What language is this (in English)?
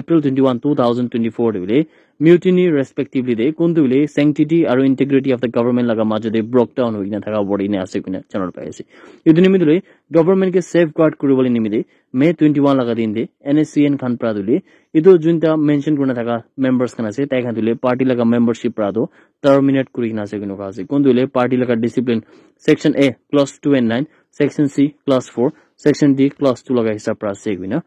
Naga Pidgin